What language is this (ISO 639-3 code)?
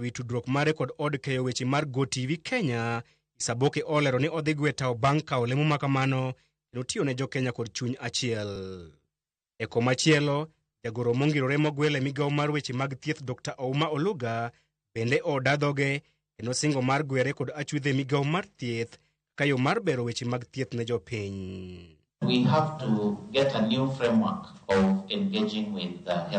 luo